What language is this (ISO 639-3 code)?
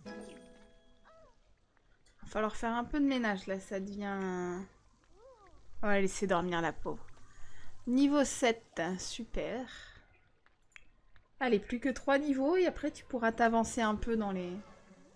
fra